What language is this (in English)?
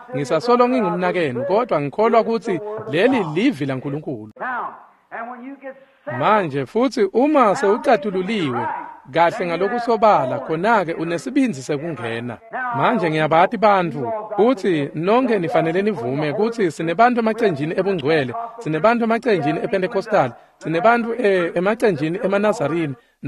Swati